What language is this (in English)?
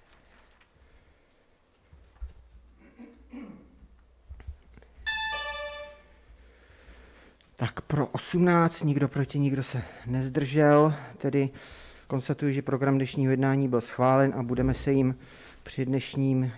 Czech